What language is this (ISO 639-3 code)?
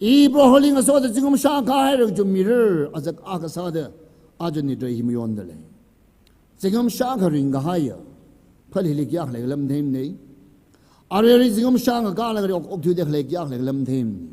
nmf